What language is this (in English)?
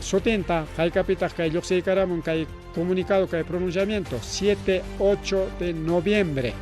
Ayacucho Quechua